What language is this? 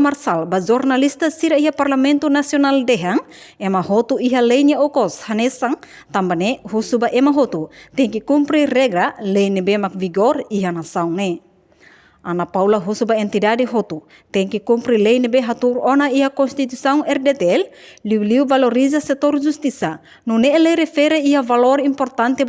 Tetum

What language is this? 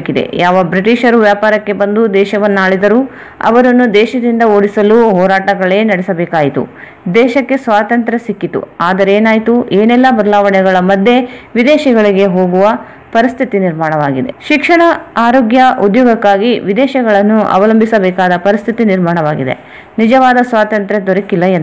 Kannada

